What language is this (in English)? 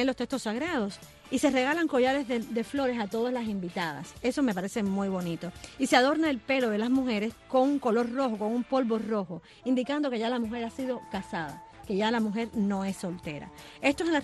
Spanish